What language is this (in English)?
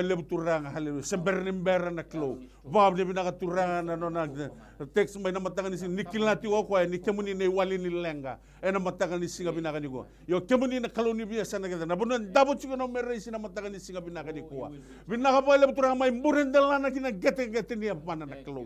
Fijian